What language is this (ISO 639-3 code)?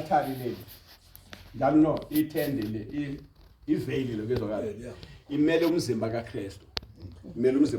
zul